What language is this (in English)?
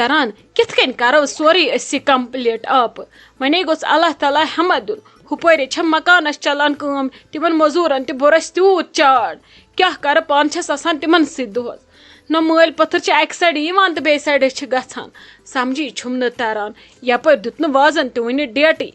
Kashmiri